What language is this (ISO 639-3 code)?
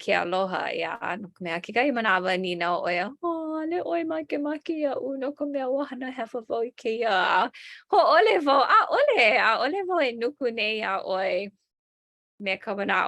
haw